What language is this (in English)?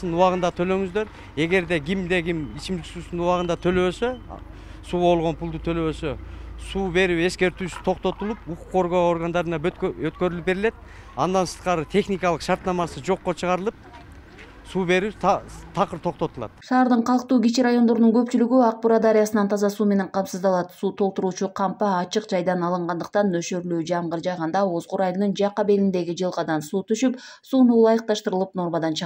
Kyrgyz